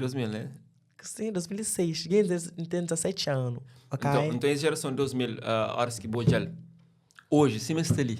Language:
Kabuverdianu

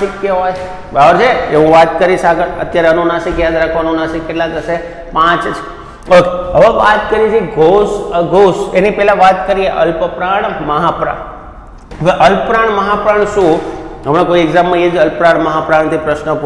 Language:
Gujarati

